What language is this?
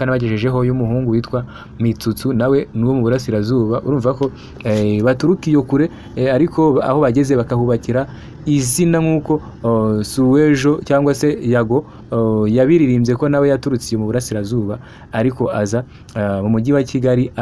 Kinyarwanda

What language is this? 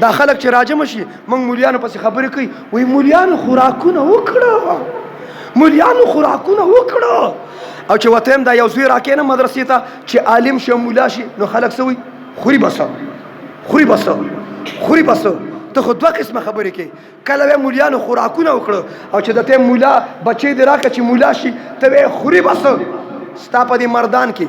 Pashto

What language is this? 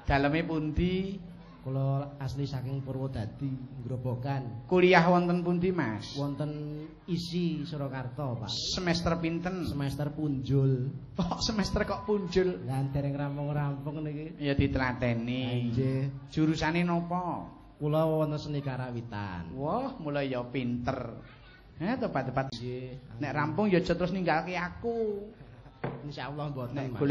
Javanese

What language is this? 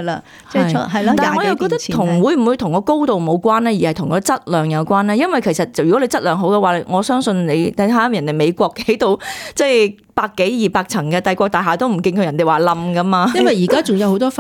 Cantonese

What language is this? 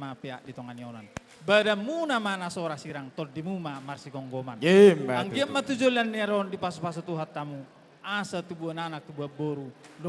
Batak Toba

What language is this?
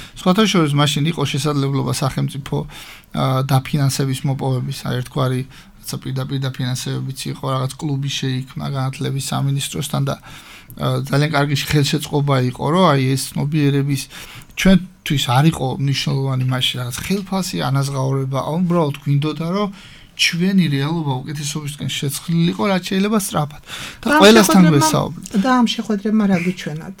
Georgian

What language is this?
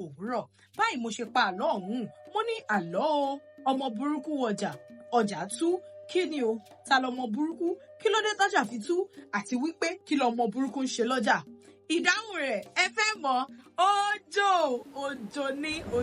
Yoruba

